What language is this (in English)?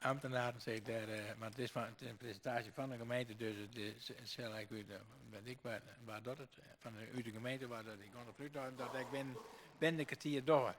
Western Frisian